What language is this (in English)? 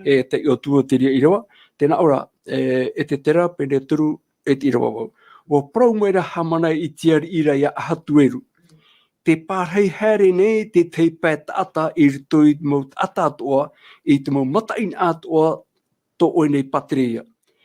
Tahitian